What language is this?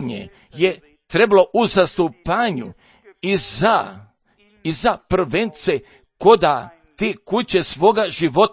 Croatian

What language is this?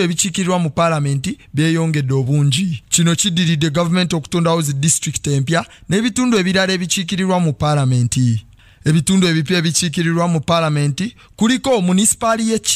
Ganda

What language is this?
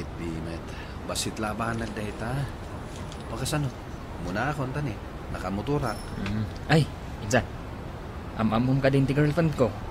Iloko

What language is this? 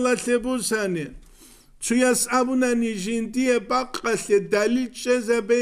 Avaric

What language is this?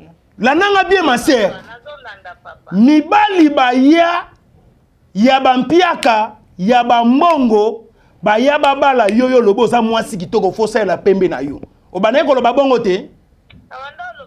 Lingala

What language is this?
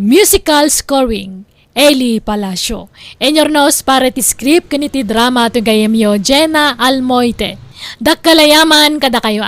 Iloko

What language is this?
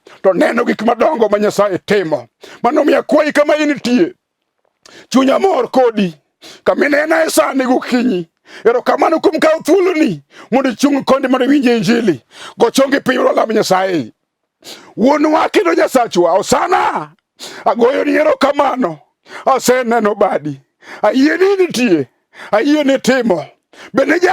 Luo (Kenya and Tanzania)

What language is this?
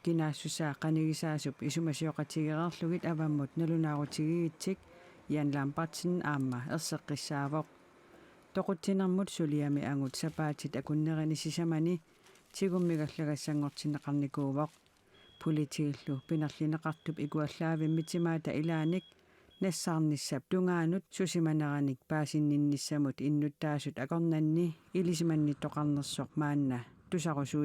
Kalaallisut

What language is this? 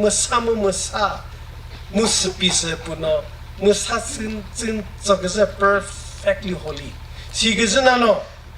Chokri Naga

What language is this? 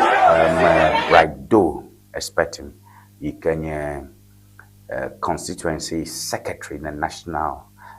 Ewe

